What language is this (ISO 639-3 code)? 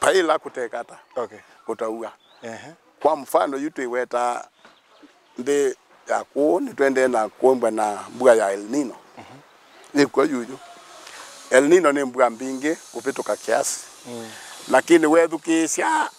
kam